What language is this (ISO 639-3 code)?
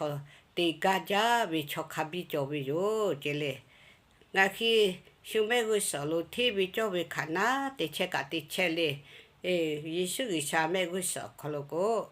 lhu